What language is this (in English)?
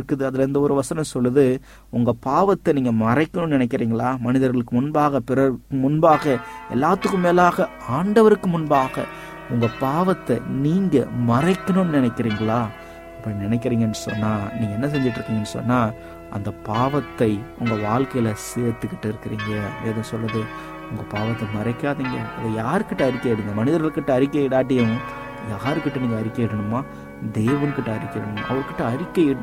Tamil